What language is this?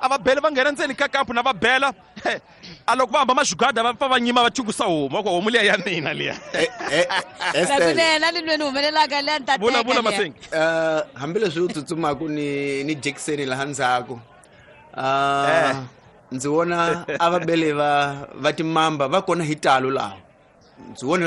Tsonga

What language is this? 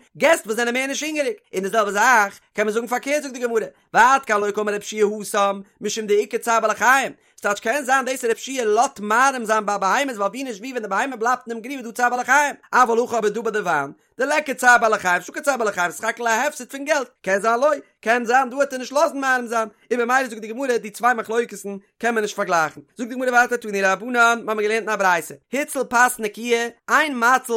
Yiddish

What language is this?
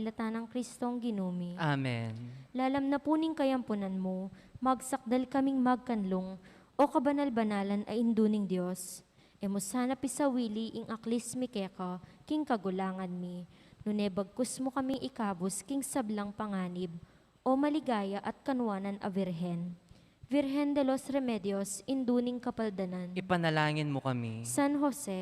Pampanga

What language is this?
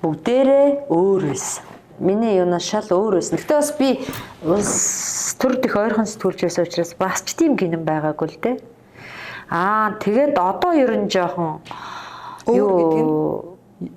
Mongolian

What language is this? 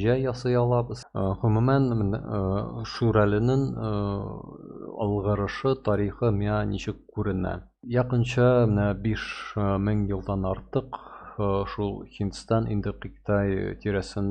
Tatar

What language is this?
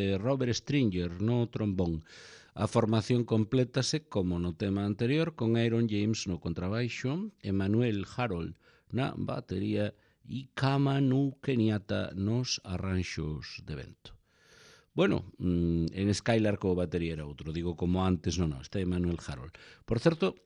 Galician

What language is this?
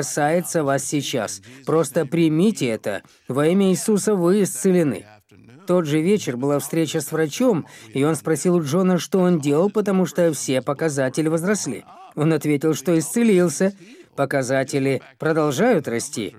Russian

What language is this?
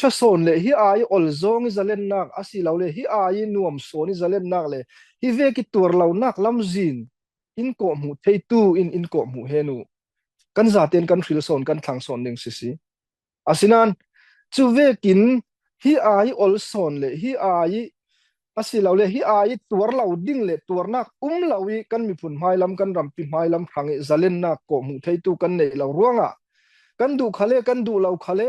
Falam Chin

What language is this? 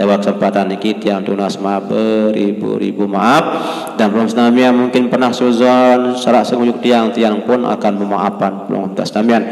Sasak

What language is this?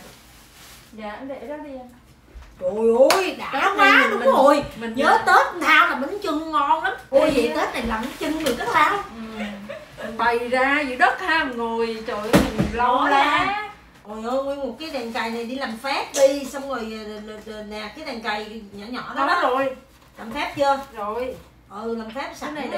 Vietnamese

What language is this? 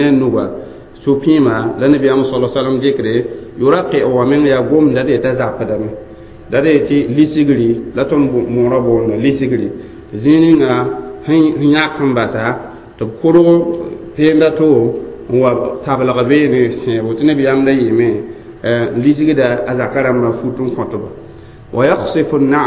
Mossi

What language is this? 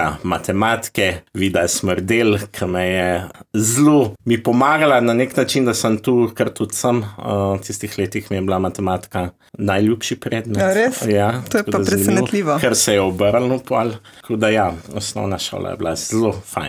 Slovenian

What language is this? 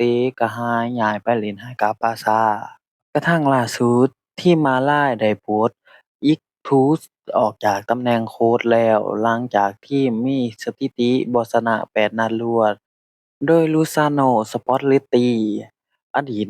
Lao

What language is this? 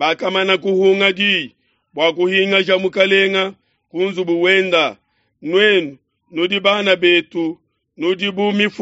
Luba-Lulua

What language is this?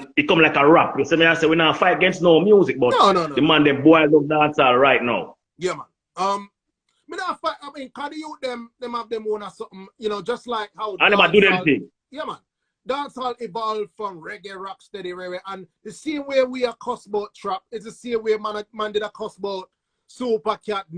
Jamaican Creole English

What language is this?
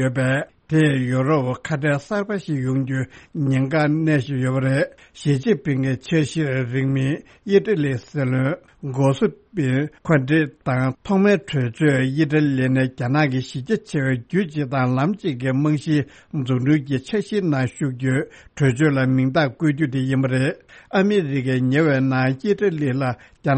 Tibetan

